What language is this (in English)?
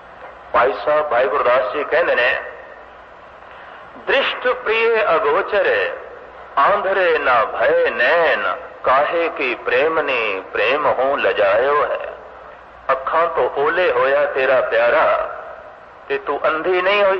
Punjabi